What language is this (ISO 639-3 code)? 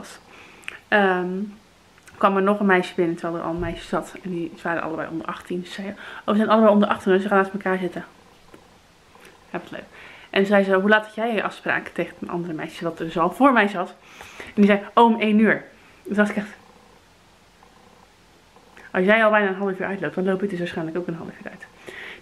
nld